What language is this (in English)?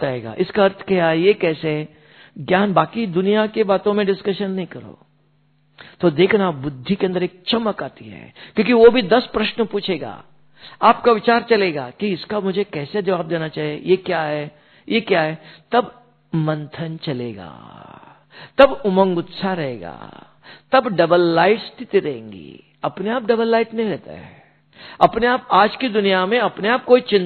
Hindi